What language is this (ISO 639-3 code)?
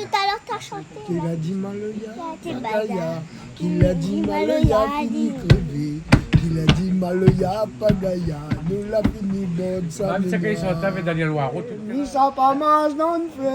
rcf